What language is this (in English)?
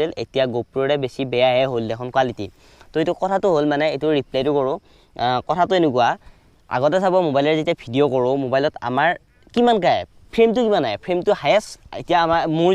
Assamese